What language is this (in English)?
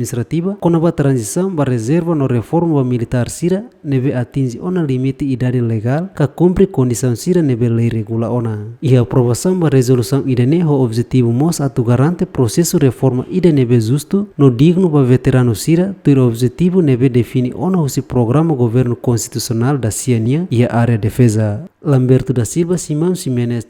Tetum